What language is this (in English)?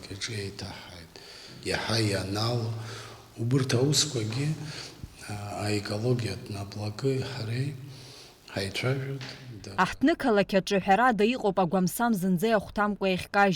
Abkhazian